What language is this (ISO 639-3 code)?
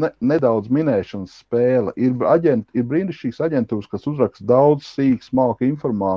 lav